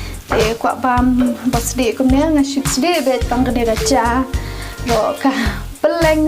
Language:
Khasi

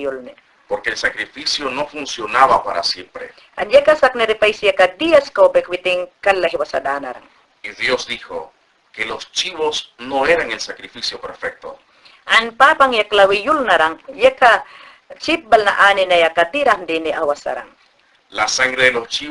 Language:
Mayangna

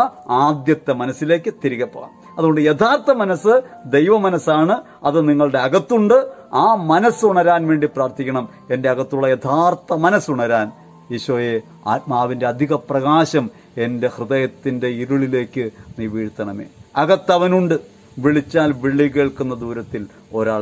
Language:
Malayalam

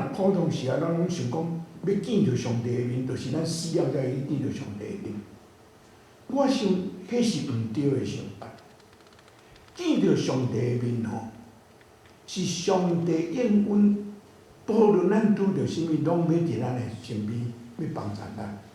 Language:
Min Nan Chinese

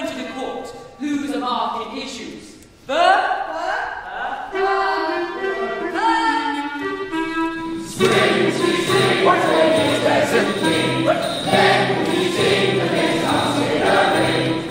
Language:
English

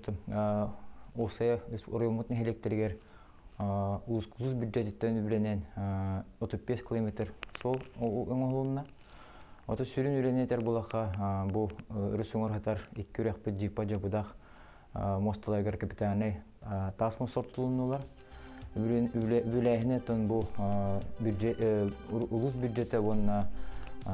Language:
Yakut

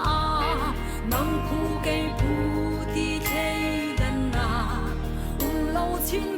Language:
Hakha Chin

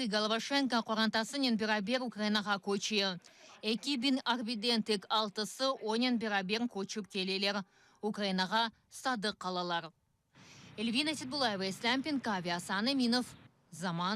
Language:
Crimean Tatar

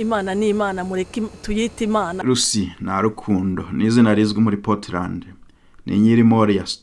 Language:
Kinyarwanda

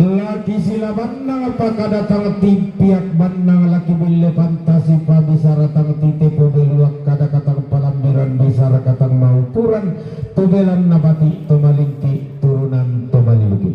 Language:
Toraja-Sa'dan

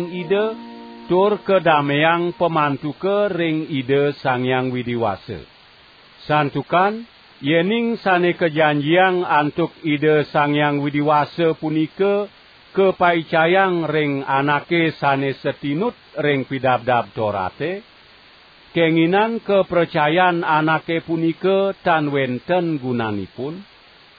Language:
Balinese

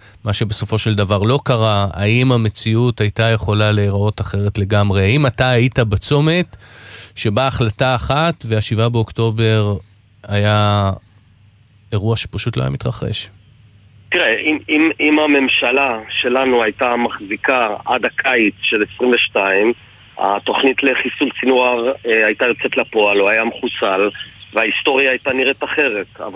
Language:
Hebrew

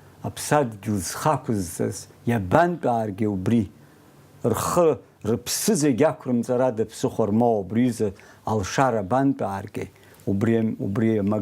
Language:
Abkhazian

